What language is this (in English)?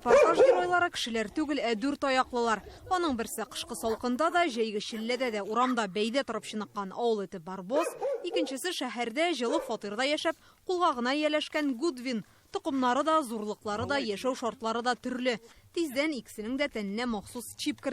Tatar